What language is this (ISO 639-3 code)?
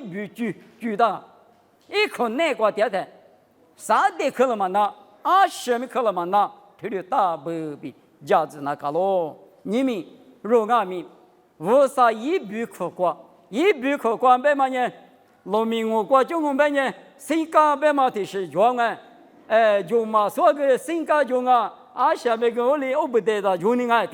lis